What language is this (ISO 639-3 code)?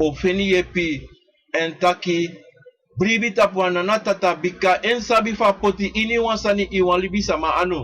srn